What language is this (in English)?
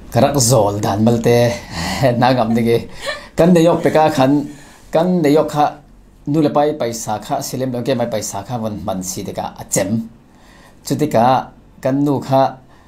Falam Chin